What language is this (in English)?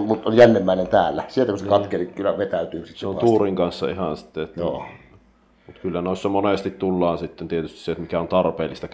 Finnish